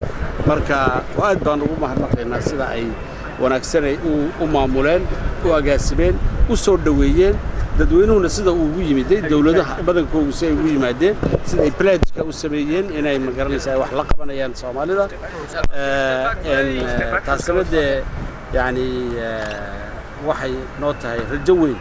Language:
Somali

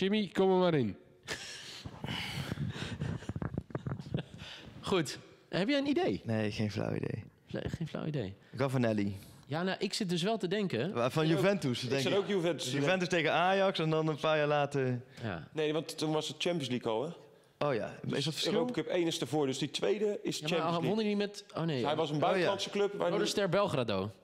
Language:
Dutch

